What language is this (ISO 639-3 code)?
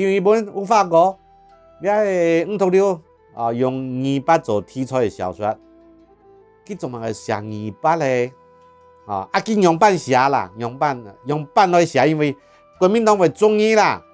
hak